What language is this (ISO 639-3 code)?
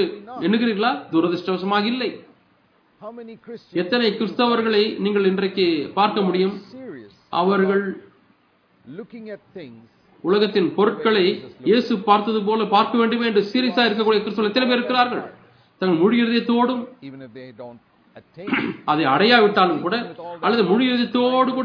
tam